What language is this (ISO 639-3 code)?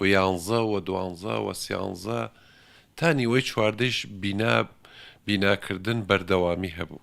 ckb